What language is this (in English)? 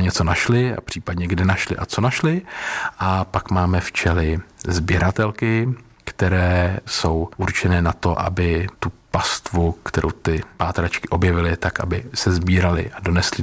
Czech